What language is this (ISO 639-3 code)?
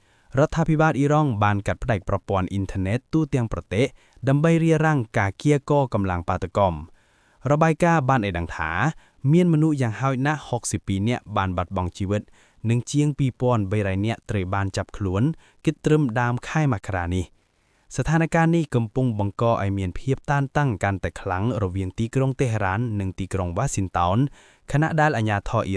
khm